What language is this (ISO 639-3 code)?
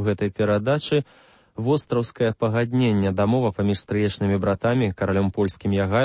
bel